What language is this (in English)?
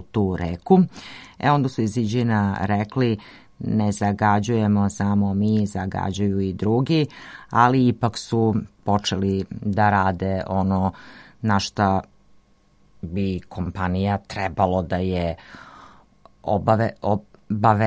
Serbian